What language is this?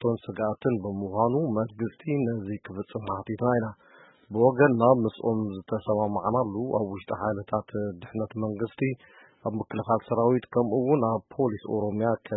Tigrinya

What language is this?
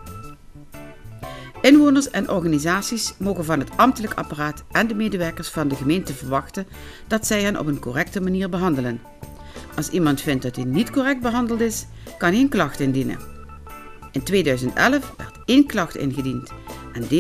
Dutch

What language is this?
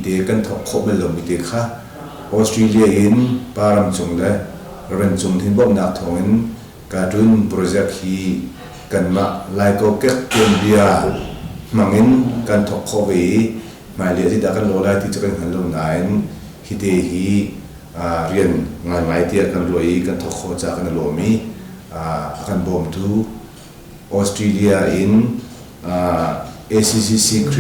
Hakha Chin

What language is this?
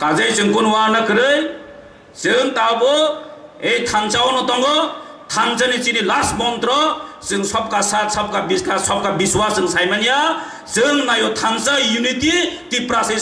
Kok Borok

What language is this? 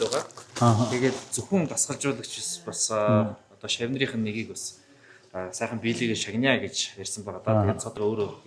Mongolian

